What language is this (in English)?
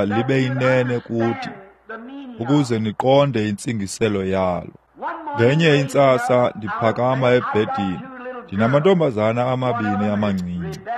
Xhosa